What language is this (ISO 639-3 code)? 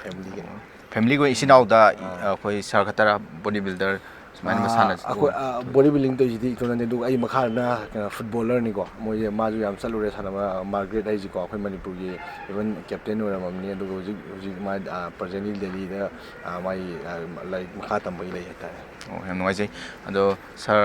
mni